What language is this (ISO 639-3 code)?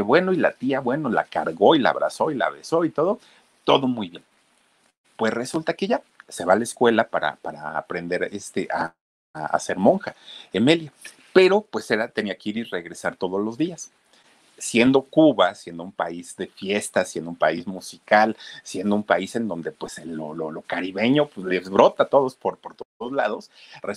spa